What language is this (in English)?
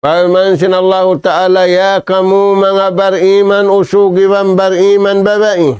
Tausug